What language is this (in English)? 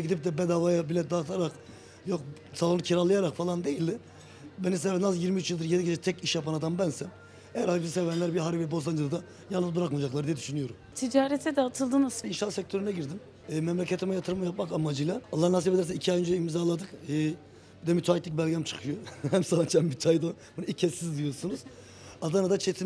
Turkish